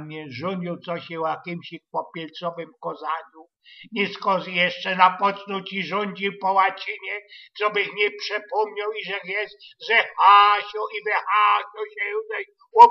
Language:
Silesian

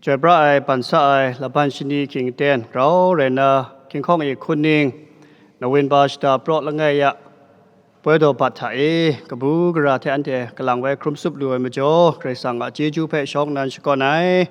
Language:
Kachin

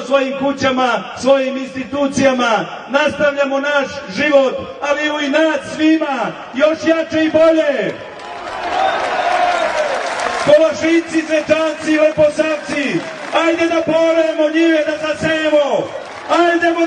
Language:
Serbian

